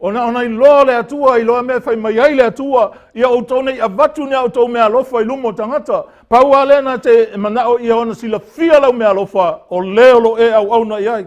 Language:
Samoan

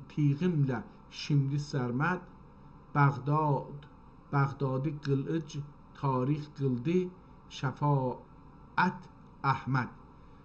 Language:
South Azerbaijani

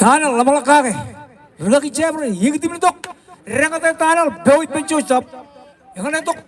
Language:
Marshallese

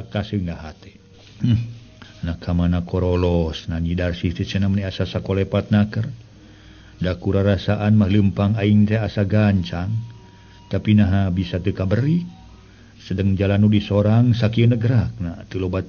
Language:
Sundanese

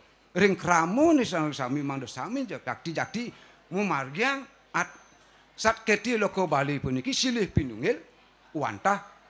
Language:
Balinese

